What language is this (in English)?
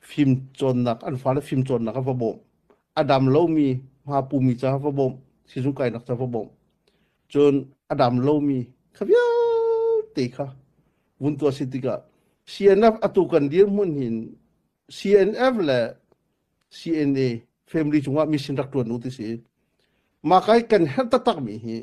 Hakha Chin